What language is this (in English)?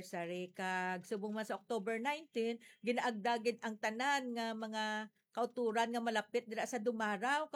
Hiligaynon